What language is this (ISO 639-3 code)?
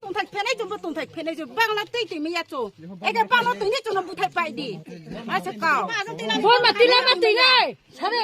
ria